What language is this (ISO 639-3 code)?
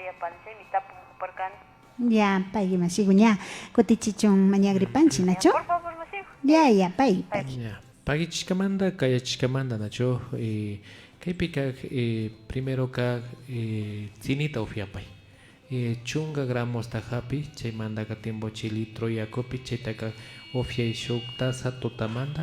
qvi